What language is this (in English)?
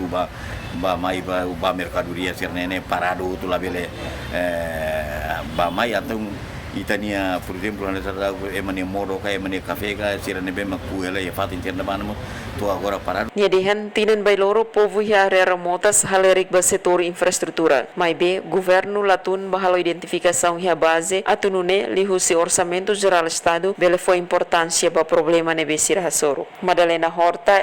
Tetum